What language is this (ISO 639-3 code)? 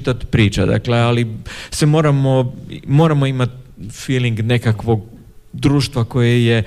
hrv